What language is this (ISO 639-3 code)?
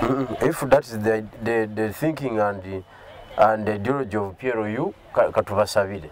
lug